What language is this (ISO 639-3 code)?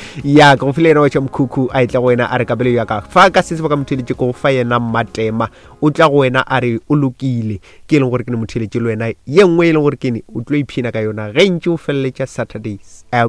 nso